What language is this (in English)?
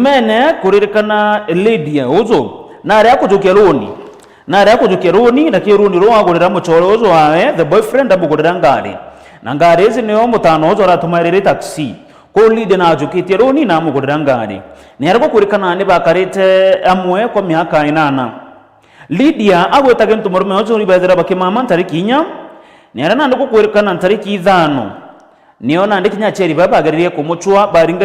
Meru